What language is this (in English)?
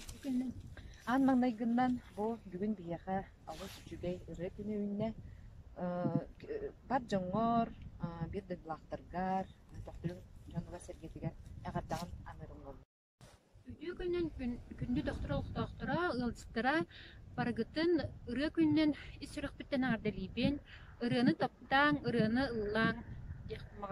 Yakut